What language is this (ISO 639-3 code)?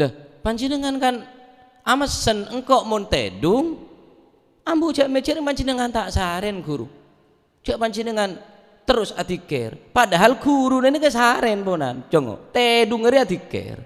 mad